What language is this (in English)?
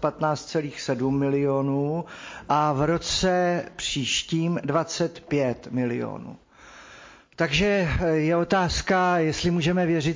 Czech